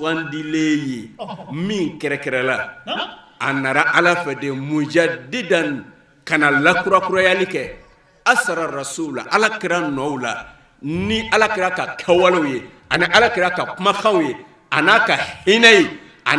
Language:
Bambara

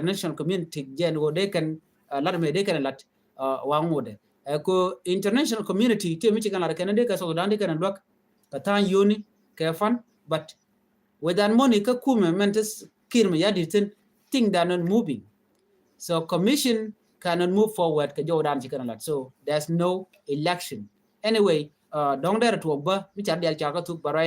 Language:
Nuer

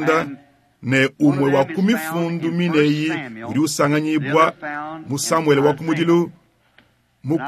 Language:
Luba-Lulua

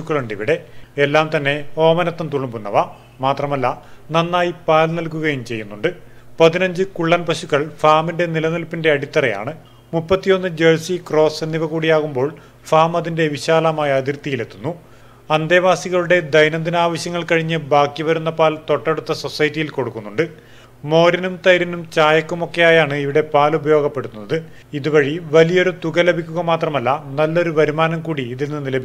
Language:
Malayalam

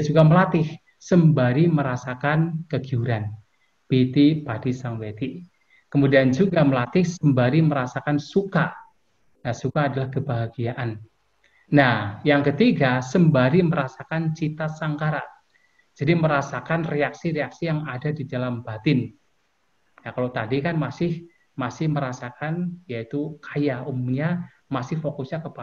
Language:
Indonesian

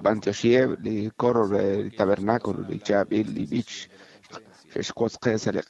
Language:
Kekchí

